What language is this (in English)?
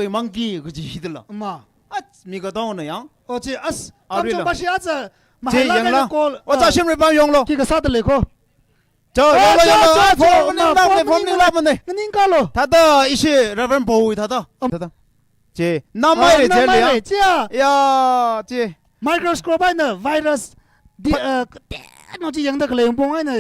Tangkhul Naga (India)